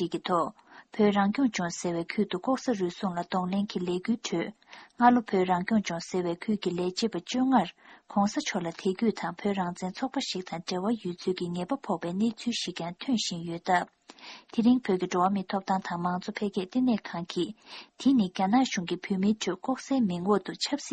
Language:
Tibetan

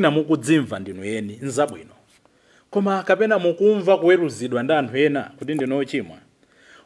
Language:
Nyanja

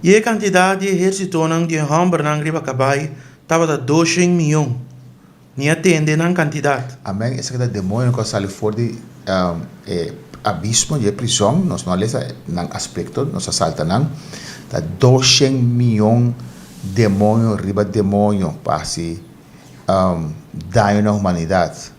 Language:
Papiamento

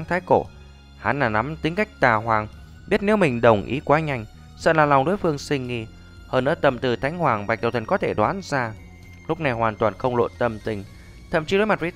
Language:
Vietnamese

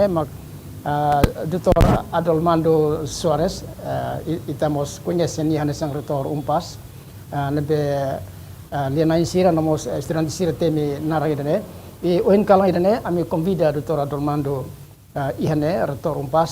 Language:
Tetum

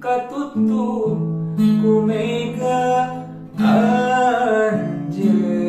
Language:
Sundanese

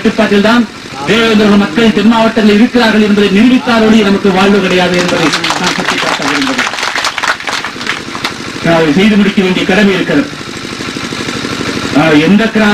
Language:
Tamil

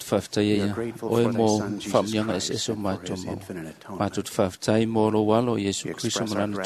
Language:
Samoan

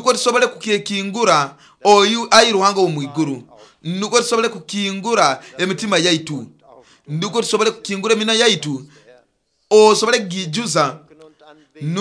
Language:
Nyoro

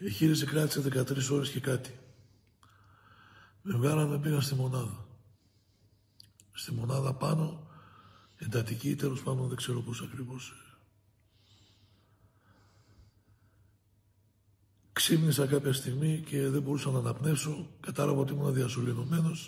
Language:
Greek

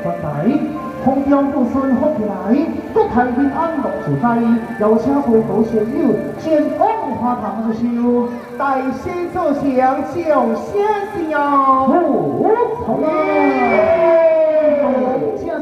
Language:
Chinese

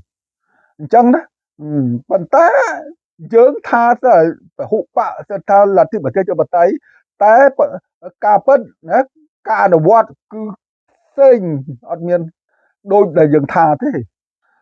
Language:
Khmer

